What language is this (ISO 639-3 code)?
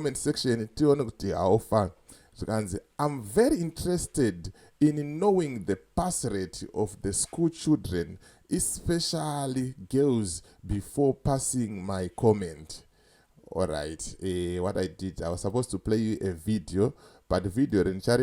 sna